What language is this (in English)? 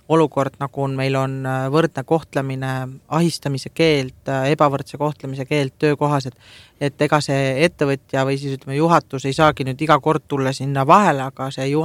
Estonian